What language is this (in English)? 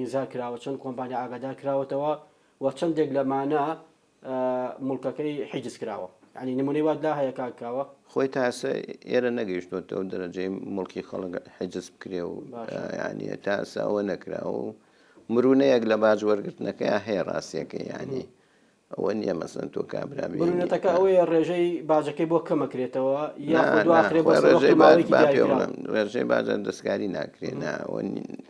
Central Kurdish